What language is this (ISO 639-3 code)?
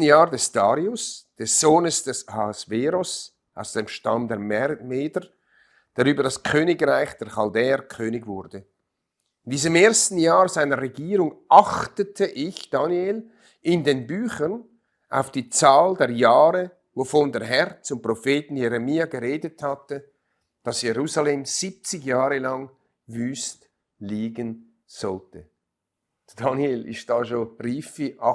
gsw